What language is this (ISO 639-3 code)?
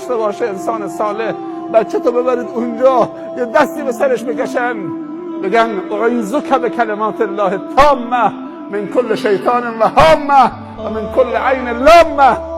fas